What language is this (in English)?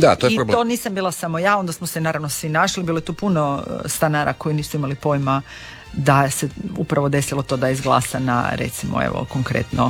Croatian